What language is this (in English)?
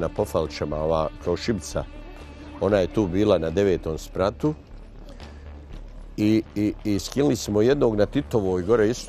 Bosnian